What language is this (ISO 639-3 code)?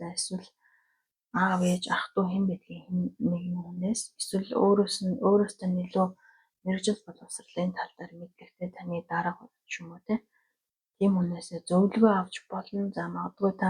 mon